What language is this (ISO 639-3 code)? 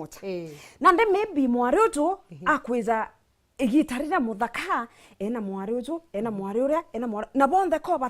mer